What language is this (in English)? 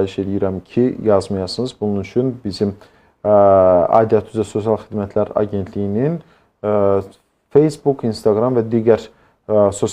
Azerbaijani